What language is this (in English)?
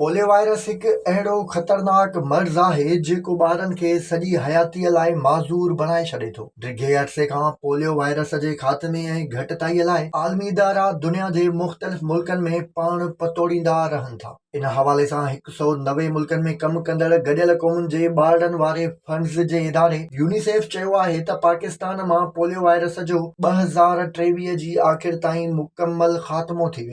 Sindhi